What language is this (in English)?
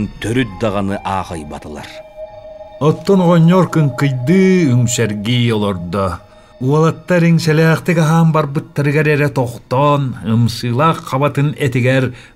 Yakut